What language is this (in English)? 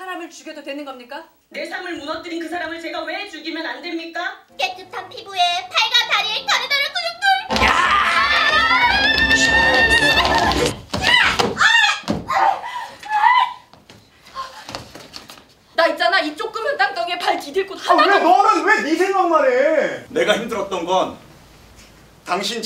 Korean